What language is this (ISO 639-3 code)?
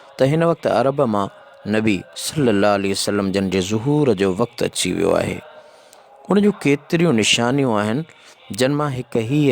snd